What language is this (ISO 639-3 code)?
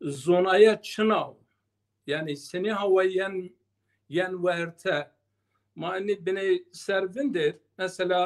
zza